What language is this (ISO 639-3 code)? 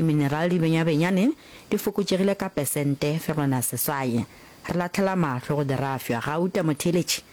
nso